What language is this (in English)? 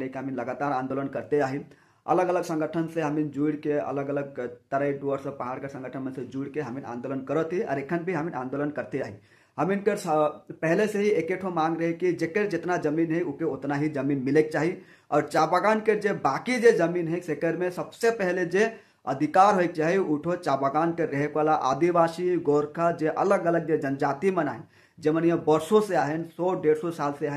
Sadri